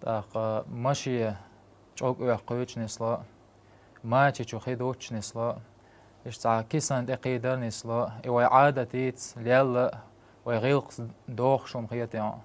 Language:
Chechen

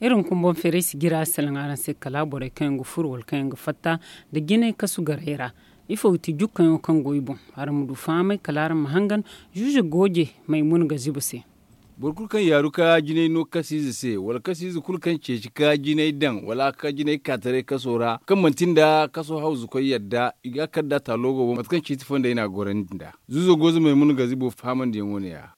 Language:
Zarma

